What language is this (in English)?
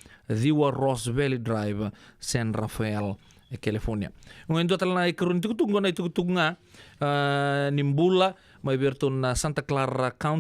Fijian